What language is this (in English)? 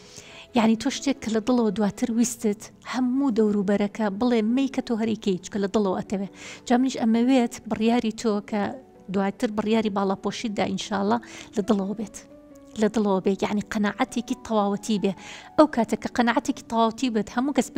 Central Kurdish